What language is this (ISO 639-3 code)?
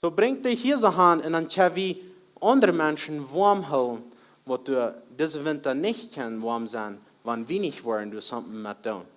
pdt